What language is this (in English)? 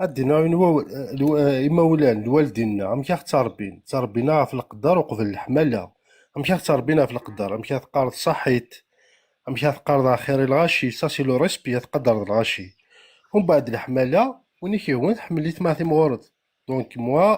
Kabyle